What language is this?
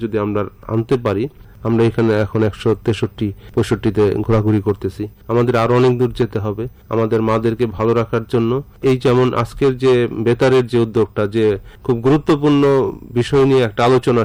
Bangla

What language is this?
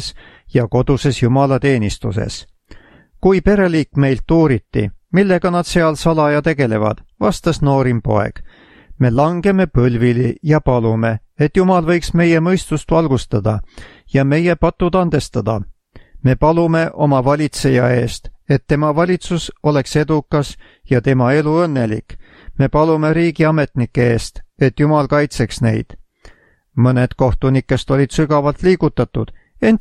Estonian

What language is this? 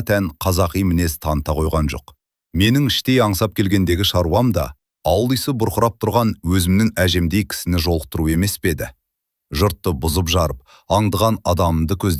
Kazakh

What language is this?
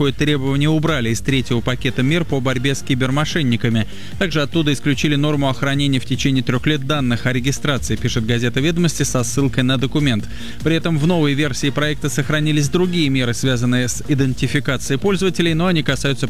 Russian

